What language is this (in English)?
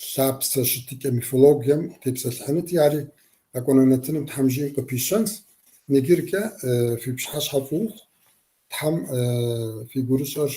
Kabardian